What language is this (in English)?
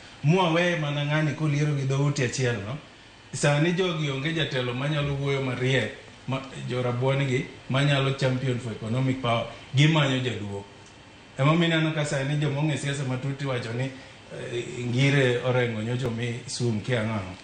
Luo (Kenya and Tanzania)